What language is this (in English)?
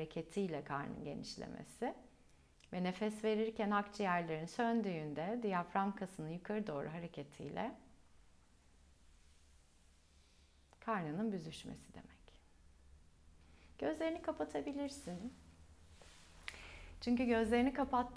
Turkish